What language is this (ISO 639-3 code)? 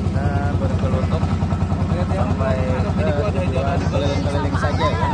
bjn